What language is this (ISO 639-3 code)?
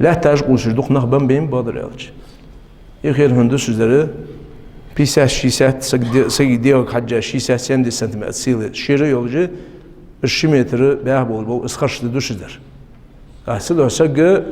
inh